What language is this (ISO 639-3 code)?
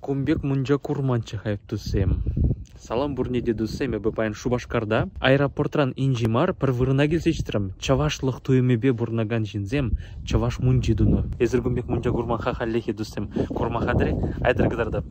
chv